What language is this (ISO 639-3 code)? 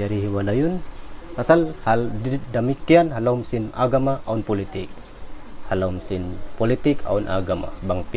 tsg